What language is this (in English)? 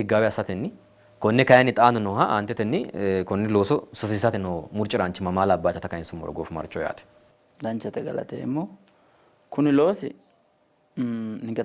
Sidamo